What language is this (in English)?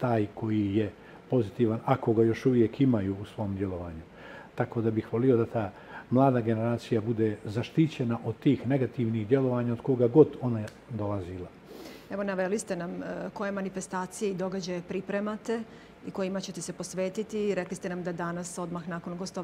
Bosnian